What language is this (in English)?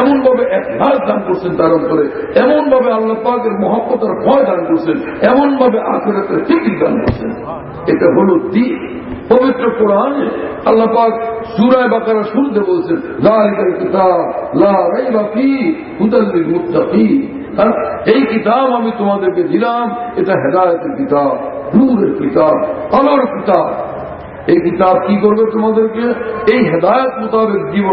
Bangla